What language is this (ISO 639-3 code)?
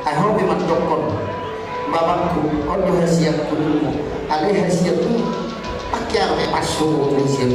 bbc